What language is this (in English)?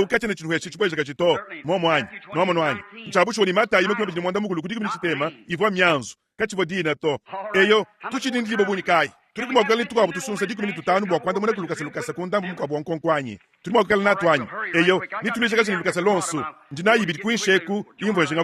Luba-Lulua